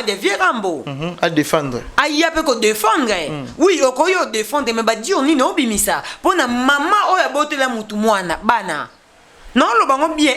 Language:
Lingala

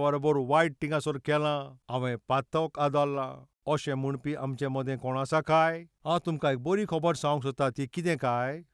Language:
Konkani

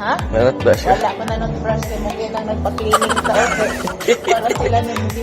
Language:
Cebuano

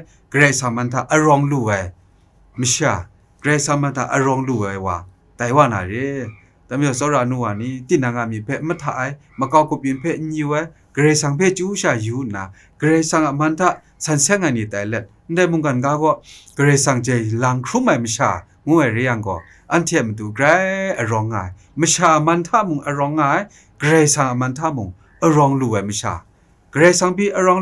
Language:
Kachin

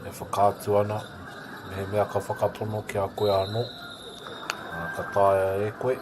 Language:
Māori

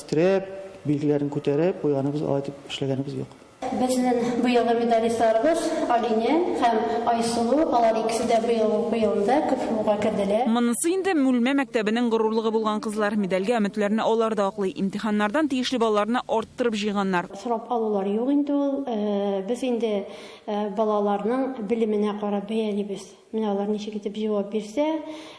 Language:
Tatar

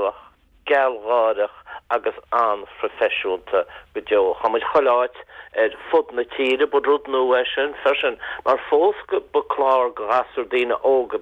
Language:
Irish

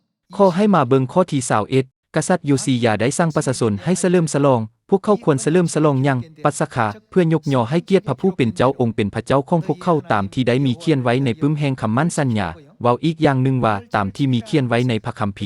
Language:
Lao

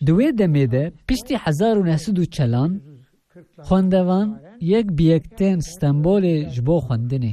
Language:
Kurdish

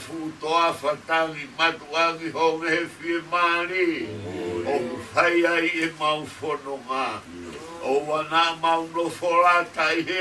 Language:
Tongan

